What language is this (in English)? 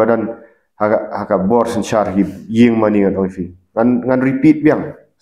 Khasi